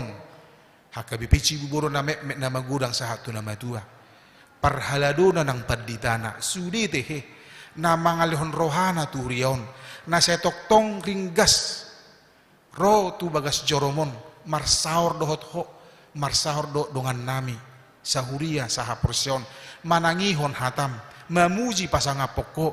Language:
Batak Toba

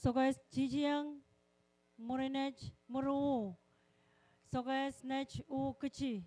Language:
Pohnpeian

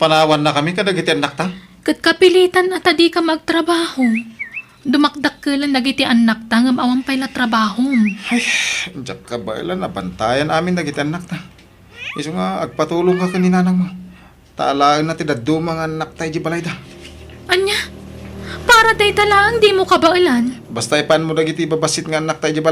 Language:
Iloko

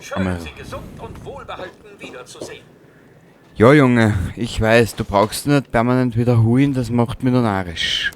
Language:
Bavarian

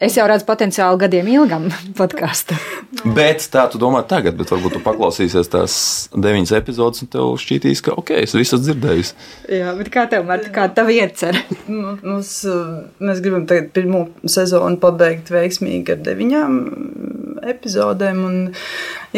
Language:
Latvian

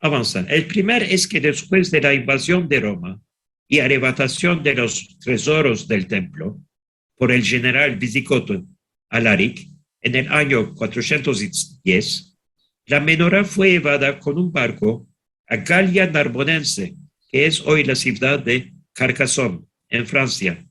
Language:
Ladino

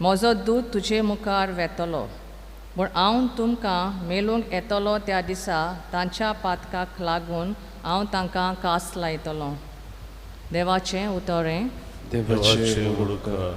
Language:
Konkani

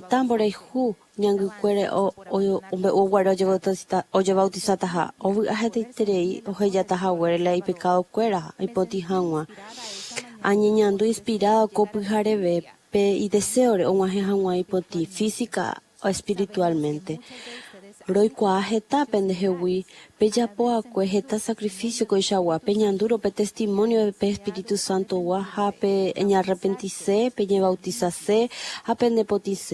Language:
Guarani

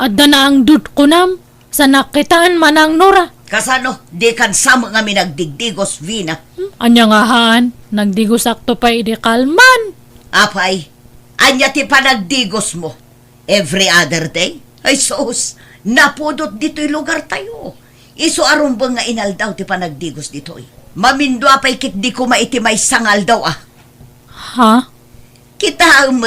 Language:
Iloko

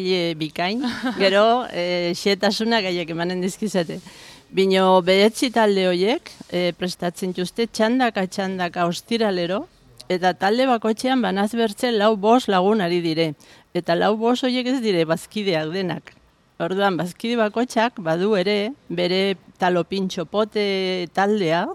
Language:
Basque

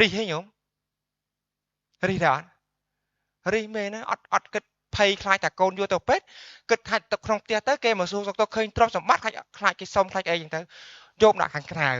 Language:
Khmer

